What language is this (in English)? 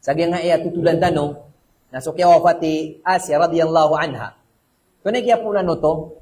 Maranao